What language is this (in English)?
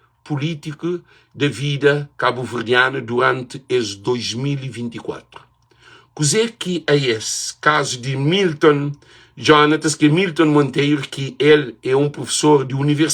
Kabuverdianu